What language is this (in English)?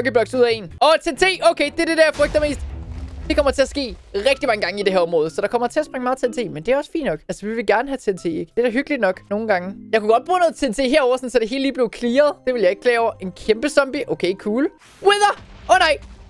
Danish